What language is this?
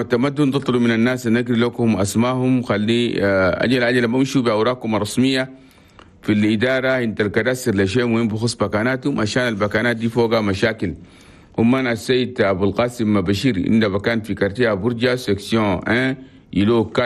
Chadian Arabic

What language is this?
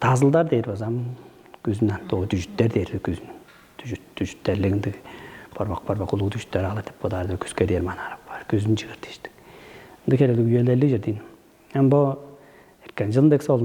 Tuvinian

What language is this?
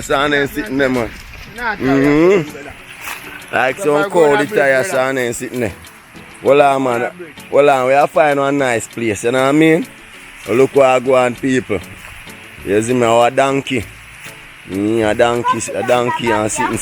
Jamaican Creole English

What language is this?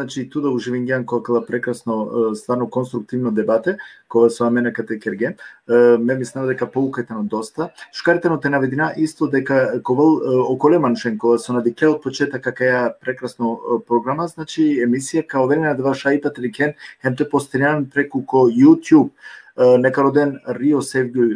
Balkan Romani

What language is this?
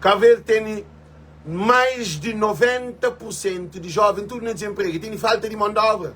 Kabuverdianu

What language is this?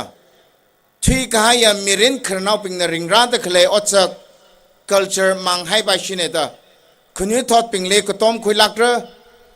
Tangkhul Naga (India)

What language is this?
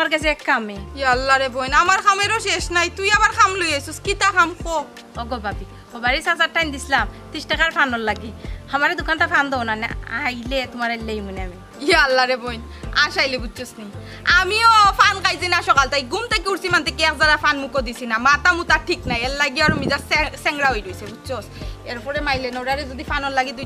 Sylheti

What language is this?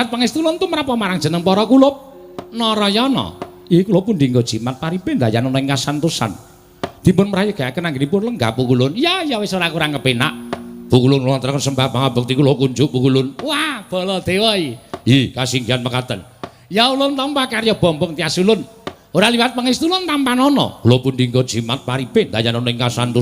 Javanese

